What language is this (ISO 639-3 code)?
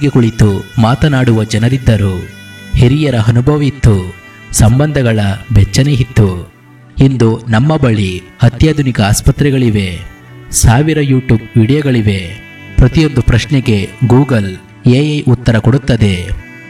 kan